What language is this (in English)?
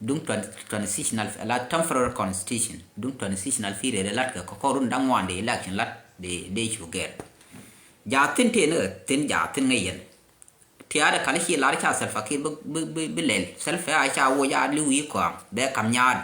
Nuer